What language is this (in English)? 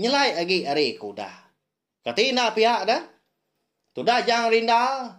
Iban